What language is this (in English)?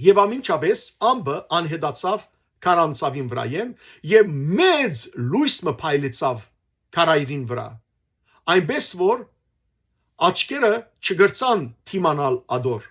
Western Armenian